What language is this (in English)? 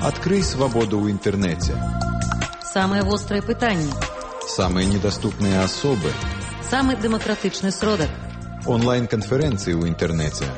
Belarusian